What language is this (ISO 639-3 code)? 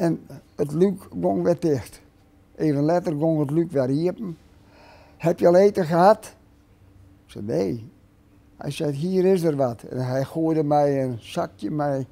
fry